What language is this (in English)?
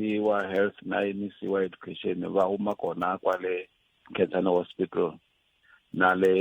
Tsonga